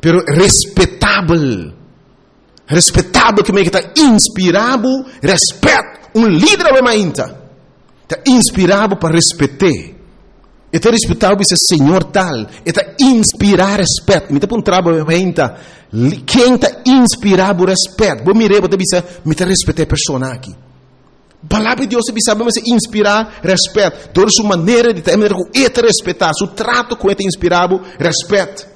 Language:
Papiamento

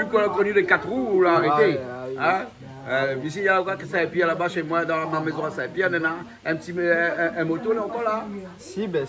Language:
Réunion Creole French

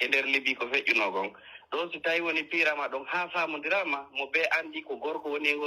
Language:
Pular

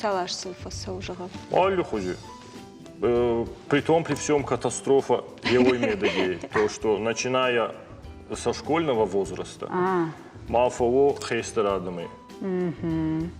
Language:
Ossetic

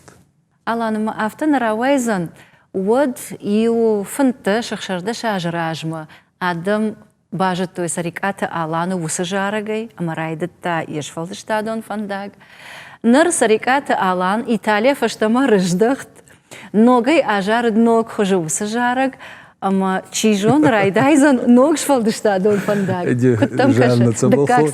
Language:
Ossetic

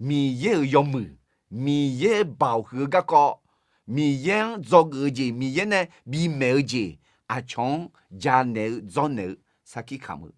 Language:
Akha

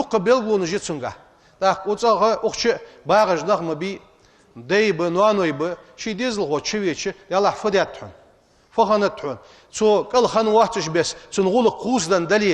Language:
Ingush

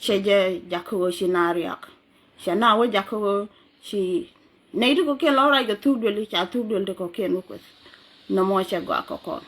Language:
Nuer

